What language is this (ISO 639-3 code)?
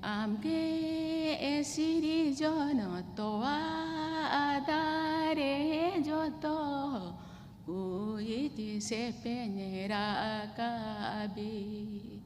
sat